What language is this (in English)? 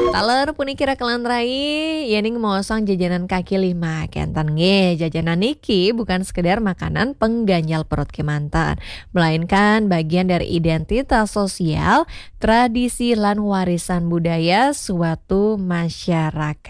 Balinese